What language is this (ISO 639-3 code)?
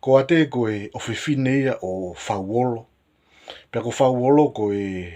ton